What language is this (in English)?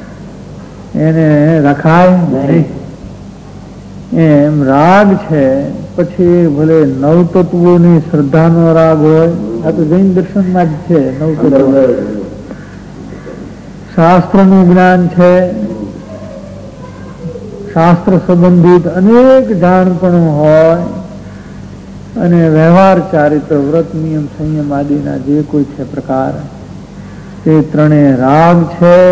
Gujarati